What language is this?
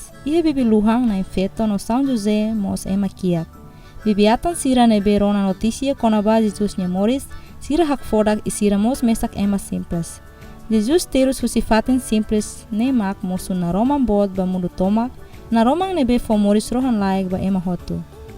Tetum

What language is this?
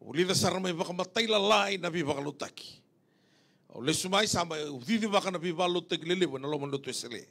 Fijian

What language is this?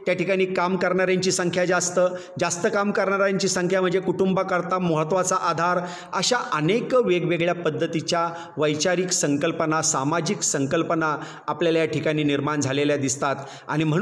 Marathi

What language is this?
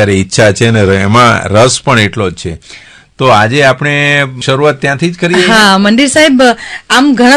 Gujarati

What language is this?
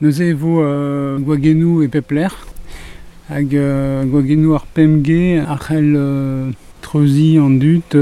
Breton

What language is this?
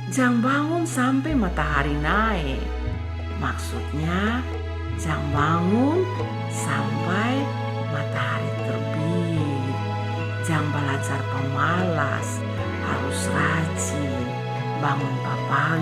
Kupang Malay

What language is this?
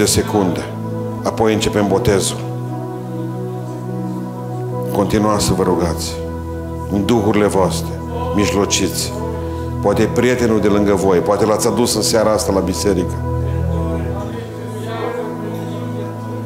Romanian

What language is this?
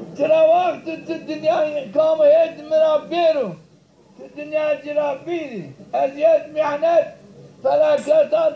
Zaza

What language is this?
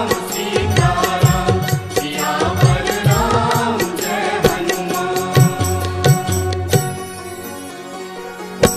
Maithili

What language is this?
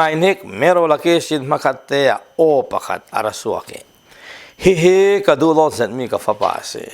Falam Chin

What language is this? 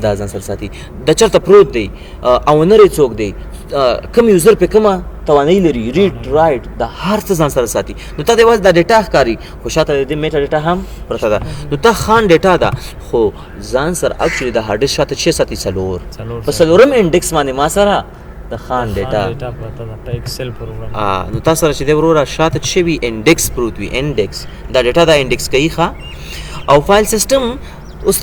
Pashto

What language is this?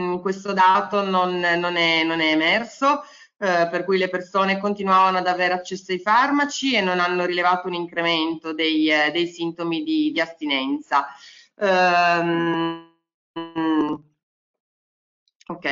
Italian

